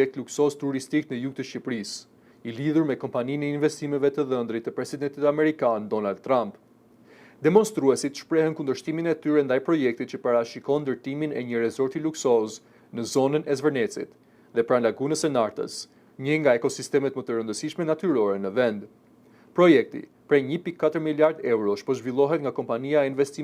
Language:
Albanian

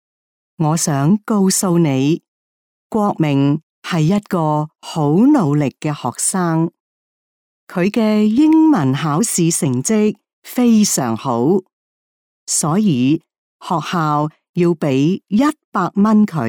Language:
Cantonese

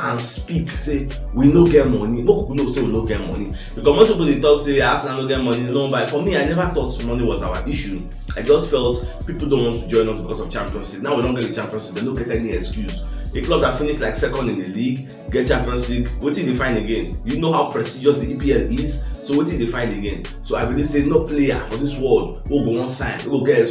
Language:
Nigerian Pidgin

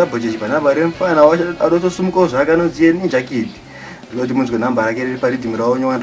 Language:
Shona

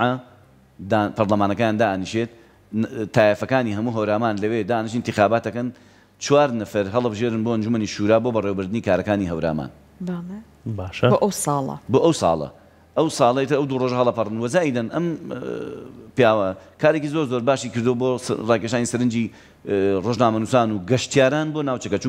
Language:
Central Kurdish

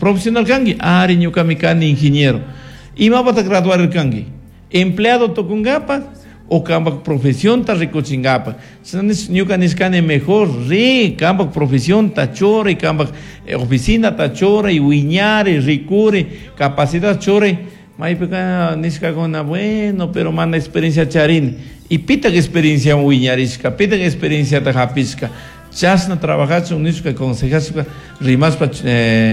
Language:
Chimborazo Highland Quichua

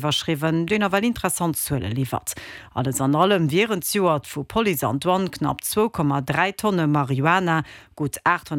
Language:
Luxembourgish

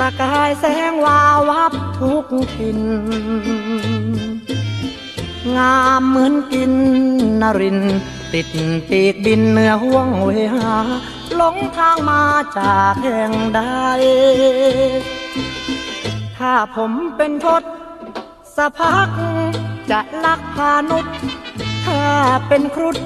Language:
Thai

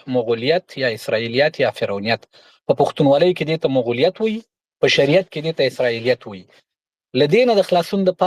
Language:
Pashto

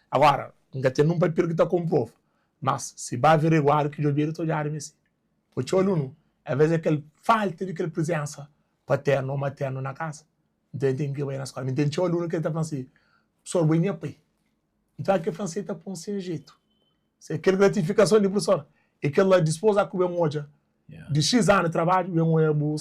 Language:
Kabuverdianu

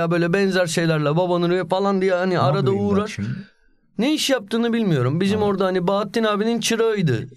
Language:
Turkish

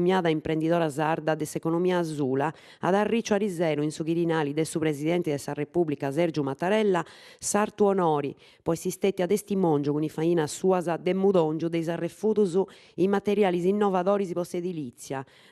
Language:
Sardinian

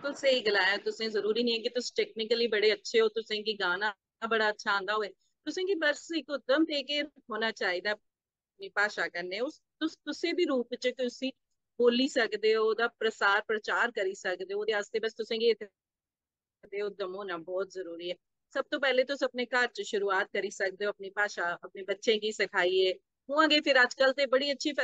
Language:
Dogri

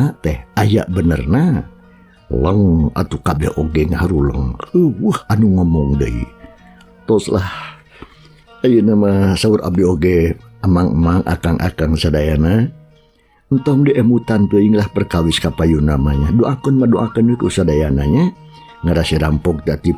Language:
Sundanese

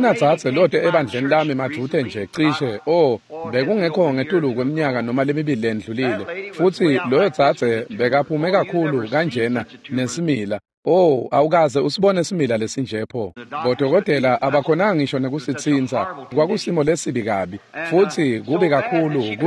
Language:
Swati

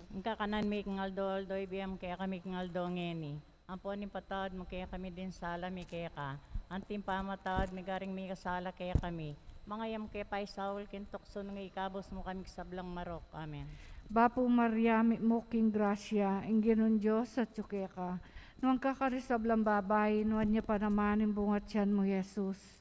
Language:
Pampanga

